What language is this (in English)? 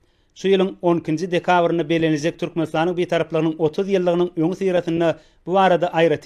Turkmen